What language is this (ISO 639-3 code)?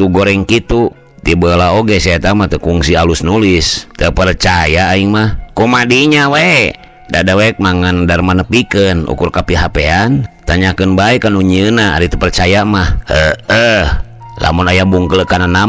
sun